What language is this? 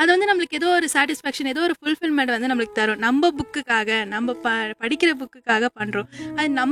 Tamil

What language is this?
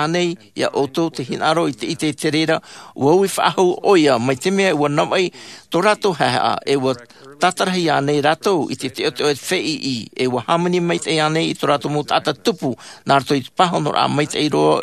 Tahitian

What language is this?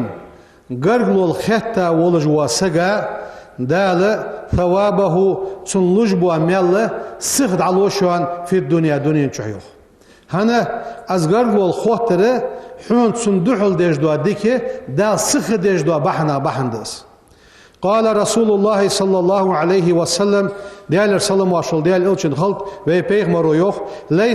Ingush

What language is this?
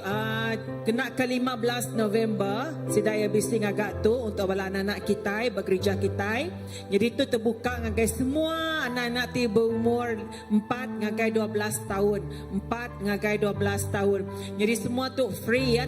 Iban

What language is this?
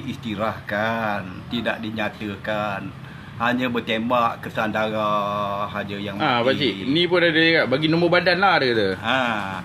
Malay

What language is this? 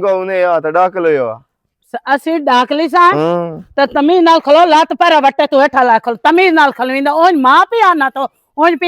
Western Panjabi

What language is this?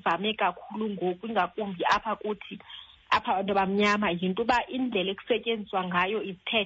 Xhosa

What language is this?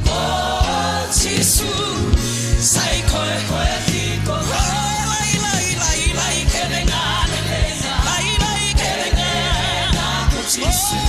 Fijian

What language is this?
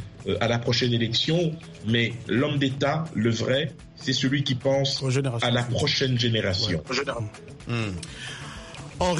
French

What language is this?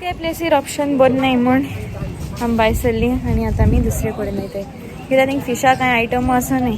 Konkani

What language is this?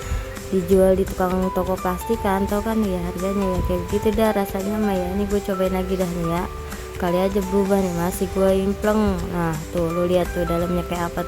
Betawi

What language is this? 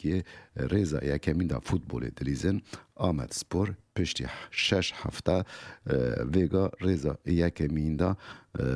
Kurdish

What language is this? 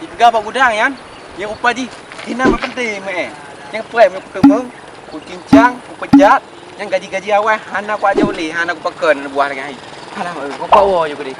Achinese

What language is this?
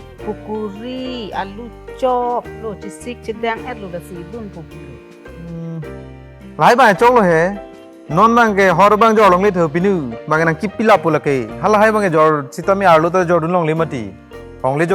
Karbi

